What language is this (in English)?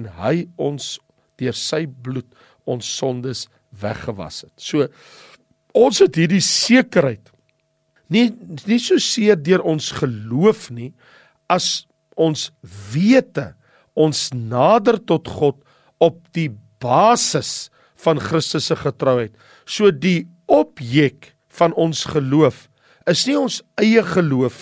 Afrikaans